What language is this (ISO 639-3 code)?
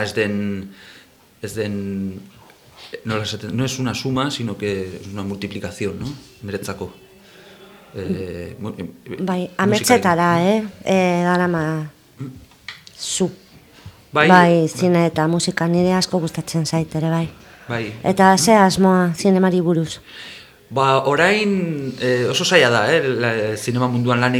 eus